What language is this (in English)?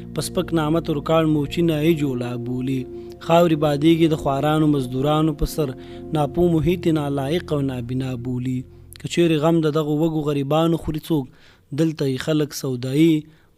Pashto